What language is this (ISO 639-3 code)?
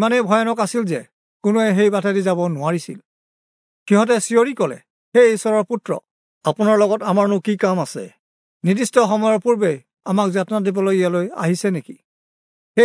asm